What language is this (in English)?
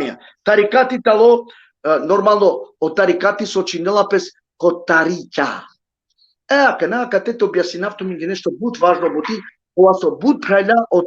Balkan Romani